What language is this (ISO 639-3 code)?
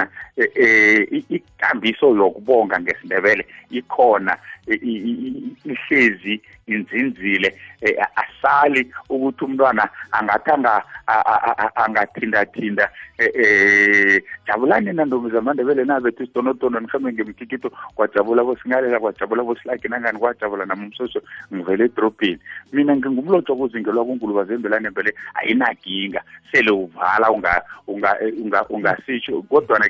nbl